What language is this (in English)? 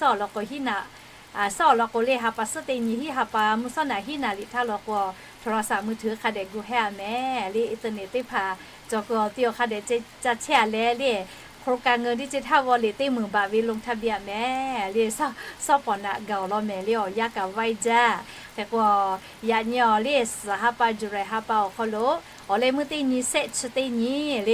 Lahu